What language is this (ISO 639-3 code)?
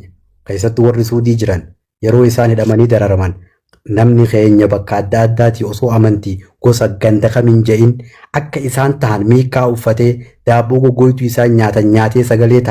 orm